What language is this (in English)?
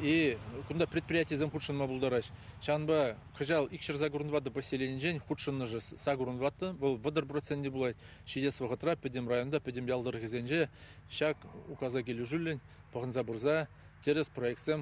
Chuvash